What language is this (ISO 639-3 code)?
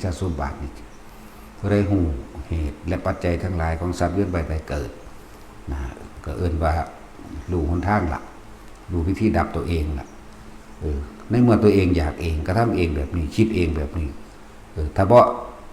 tts